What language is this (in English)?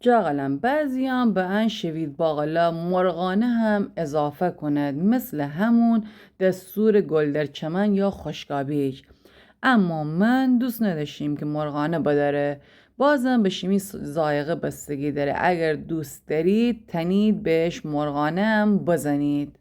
Gilaki